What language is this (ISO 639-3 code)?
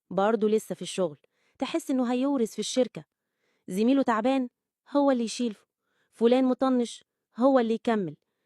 arz